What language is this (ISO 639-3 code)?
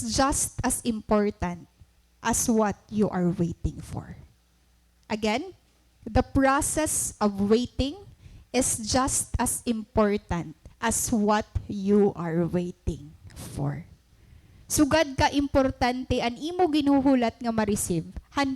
war